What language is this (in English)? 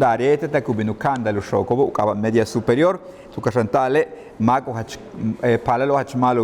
Yucateco